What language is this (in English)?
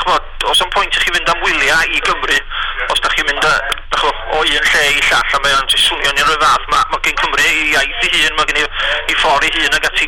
Welsh